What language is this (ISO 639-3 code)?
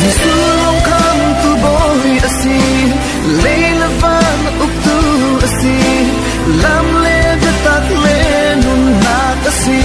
cfm